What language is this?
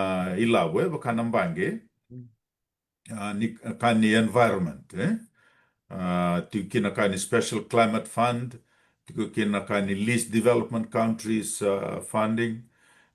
Fijian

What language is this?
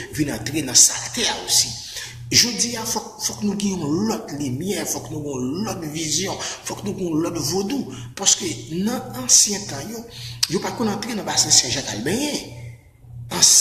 Haitian Creole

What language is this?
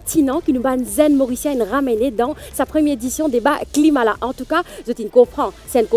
Morisyen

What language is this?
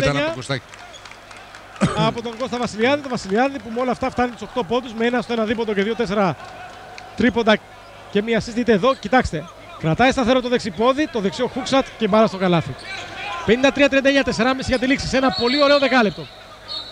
Greek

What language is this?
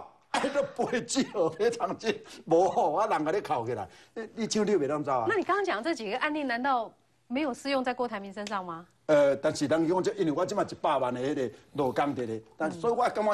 Chinese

